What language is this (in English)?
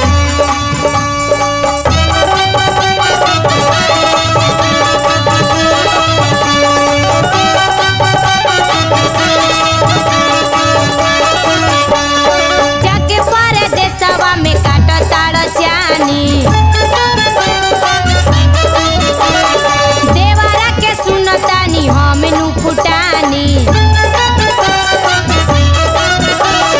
Bhojpuri